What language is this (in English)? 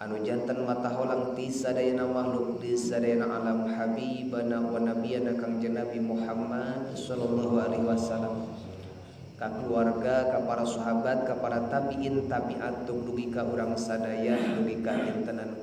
Sundanese